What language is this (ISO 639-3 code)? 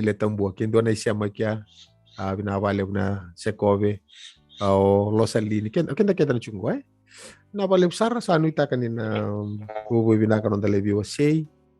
fij